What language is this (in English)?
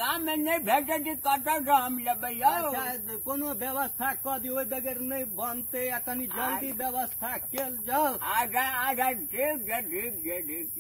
Maithili